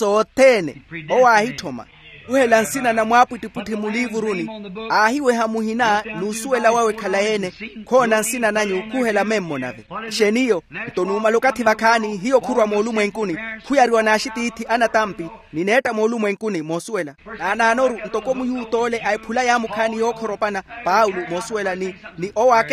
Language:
Makhuwa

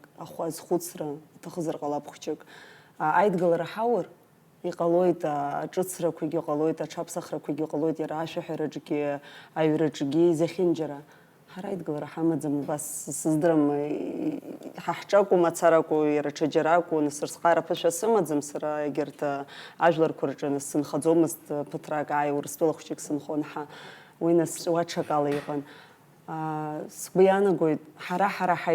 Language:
Abkhazian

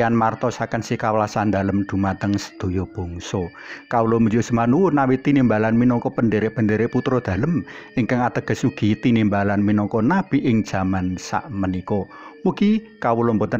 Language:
Javanese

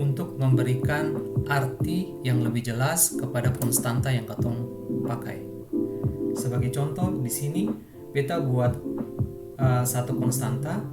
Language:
Ambonese Malay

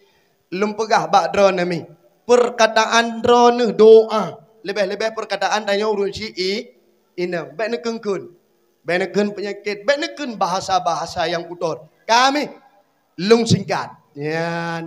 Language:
Achinese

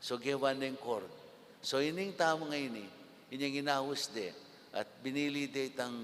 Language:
Pampanga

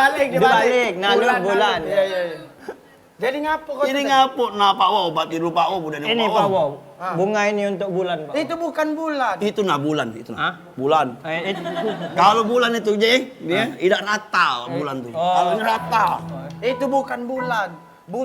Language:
Musi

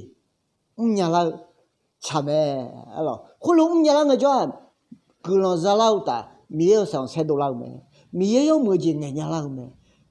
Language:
Akha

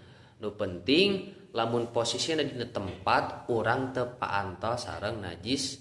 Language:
Sundanese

